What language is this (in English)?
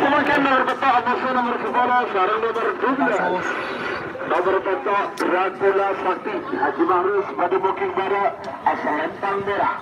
Madurese